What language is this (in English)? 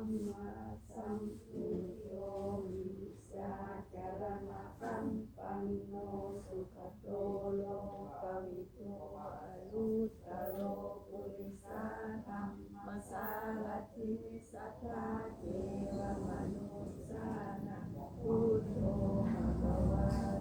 Pali